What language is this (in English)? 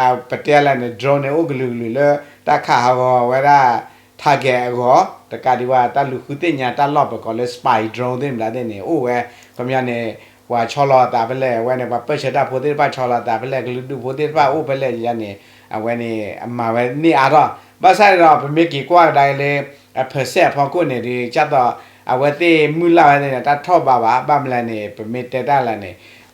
S'gaw Karen